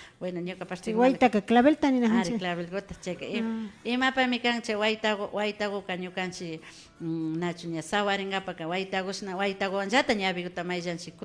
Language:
Imbabura Highland Quichua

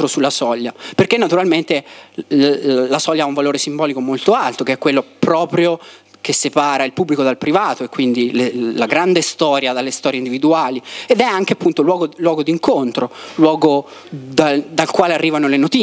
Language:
Italian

